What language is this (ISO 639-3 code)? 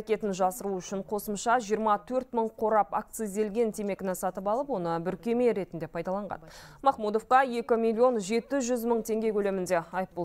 kaz